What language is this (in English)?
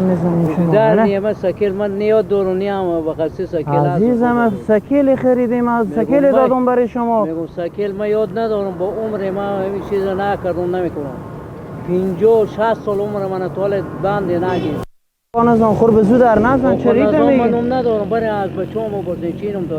Persian